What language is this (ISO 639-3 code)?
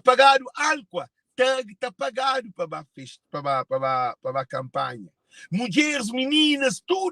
kea